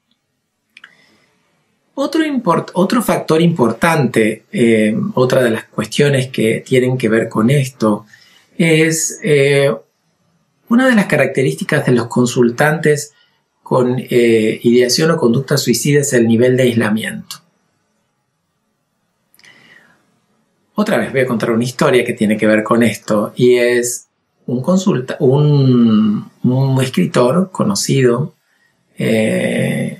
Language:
Spanish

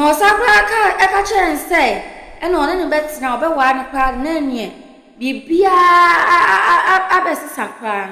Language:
Akan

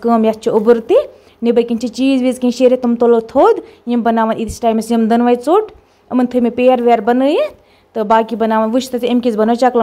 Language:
Kashmiri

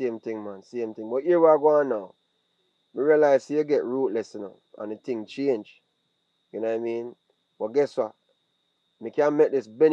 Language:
Jamaican Creole English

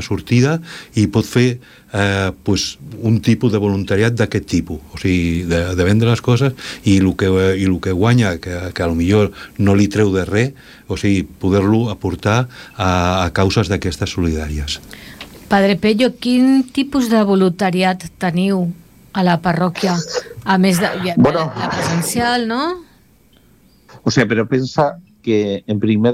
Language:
Catalan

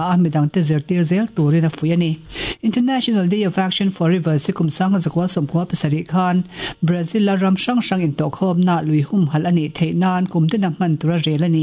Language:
Mizo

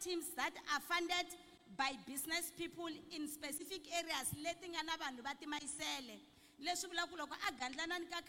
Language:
Tsonga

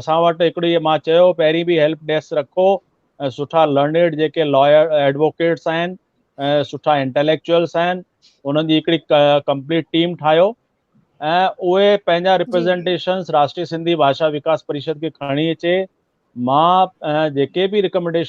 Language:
Sindhi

